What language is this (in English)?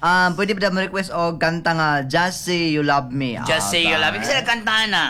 Cebuano